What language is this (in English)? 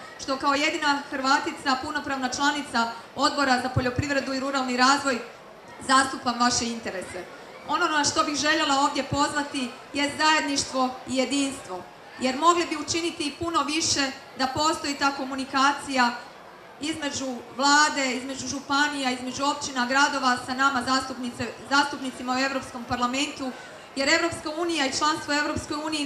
Croatian